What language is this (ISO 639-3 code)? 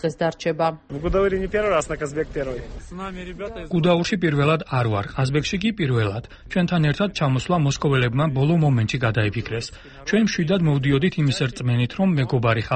kat